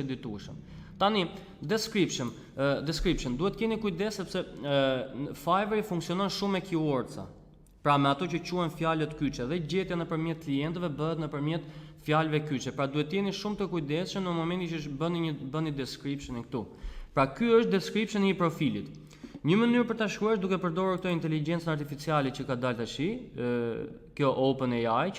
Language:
Albanian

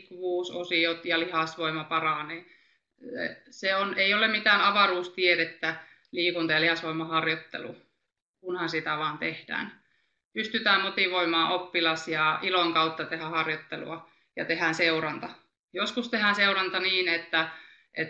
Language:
Finnish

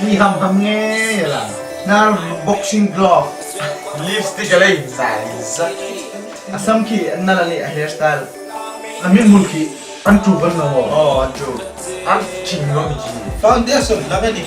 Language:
Hmar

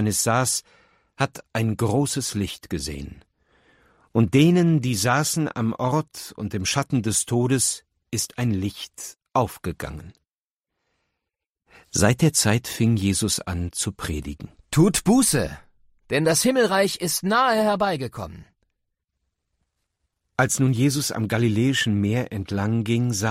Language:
German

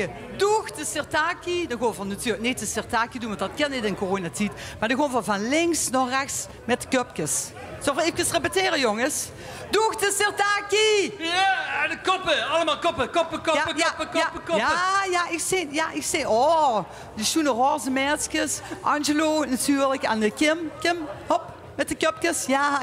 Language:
Limburgish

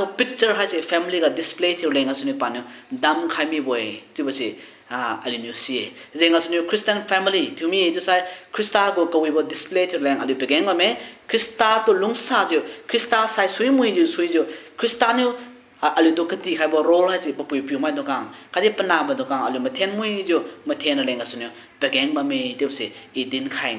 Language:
Liangmai Naga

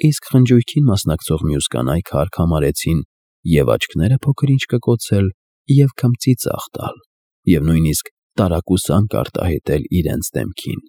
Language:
Armenian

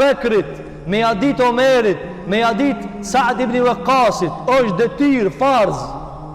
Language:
Albanian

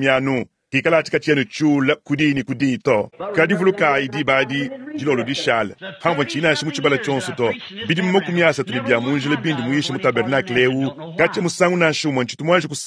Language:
Luba-Lulua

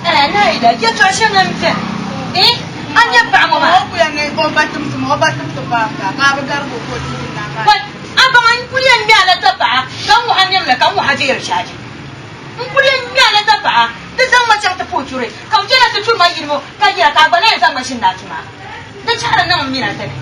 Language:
Dagbani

